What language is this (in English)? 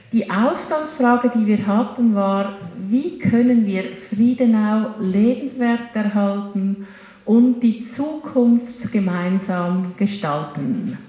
German